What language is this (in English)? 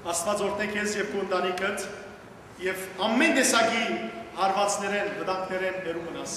Western Armenian